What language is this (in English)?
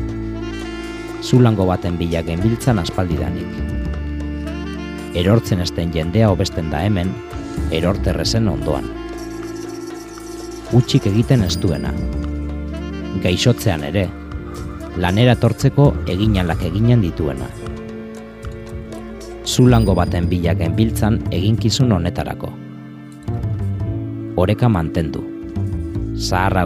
Basque